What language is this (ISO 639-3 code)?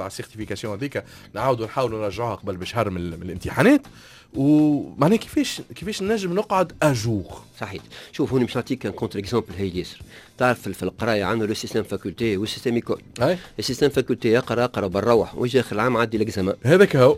aeb